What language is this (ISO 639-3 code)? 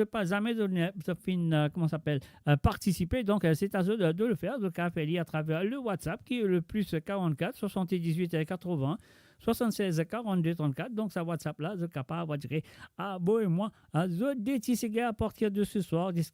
mfe